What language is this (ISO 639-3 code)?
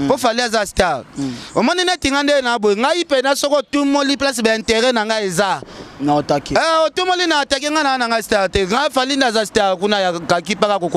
lin